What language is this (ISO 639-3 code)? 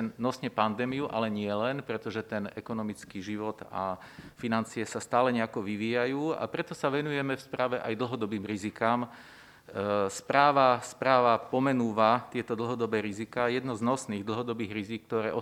slk